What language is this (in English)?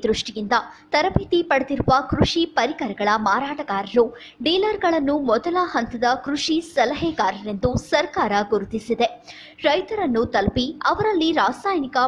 Kannada